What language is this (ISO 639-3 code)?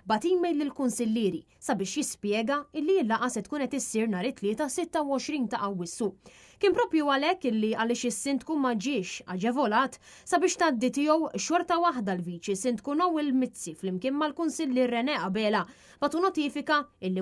mlt